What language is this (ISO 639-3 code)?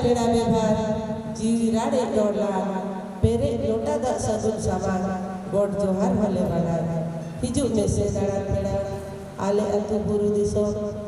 sat